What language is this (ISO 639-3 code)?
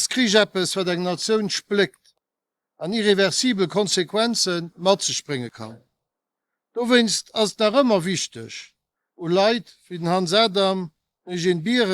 ltz